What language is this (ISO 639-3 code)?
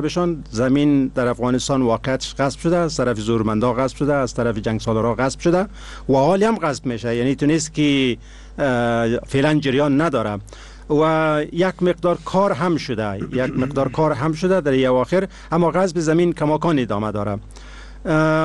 fas